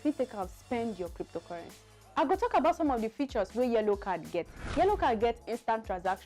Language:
Nigerian Pidgin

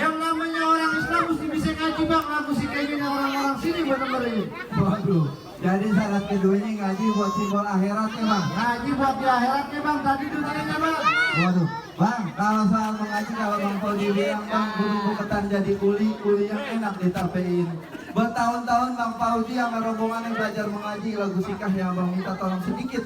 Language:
Betawi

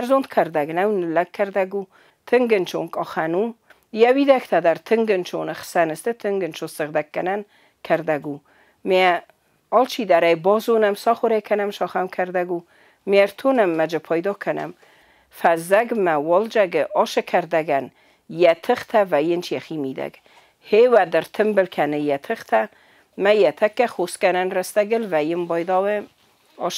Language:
Ossetic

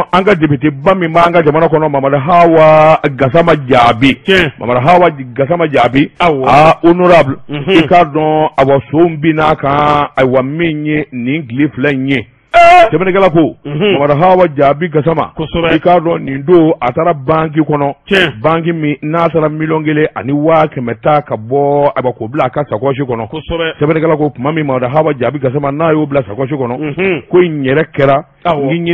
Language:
Bambara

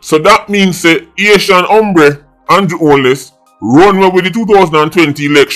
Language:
Jamaican Creole English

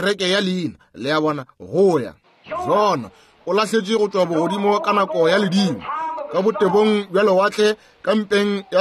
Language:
Northern Sotho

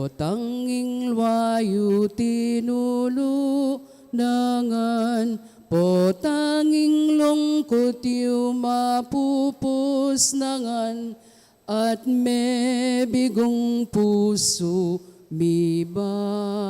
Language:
Pampanga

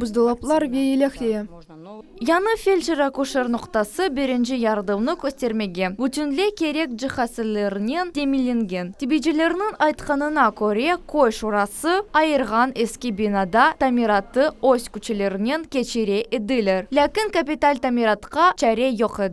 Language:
Crimean Tatar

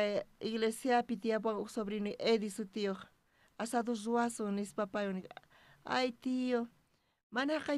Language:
South Bolivian Quechua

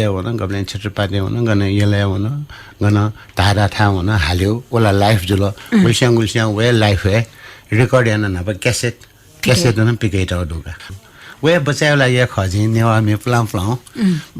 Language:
Newari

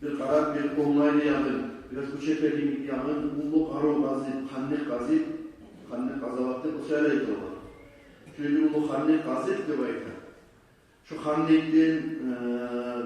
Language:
Kumyk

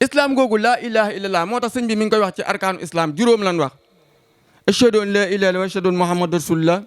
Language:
Wolof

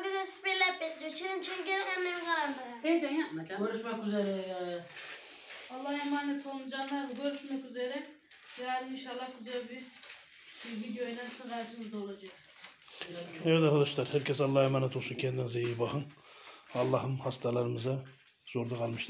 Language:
Turkish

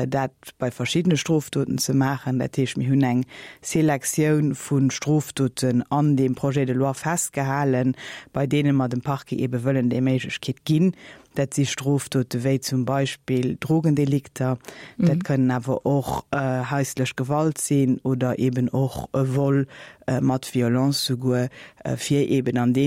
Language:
Luxembourgish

